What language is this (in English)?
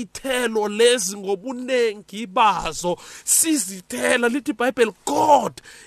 South Ndebele